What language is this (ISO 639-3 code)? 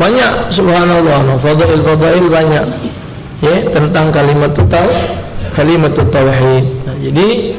mui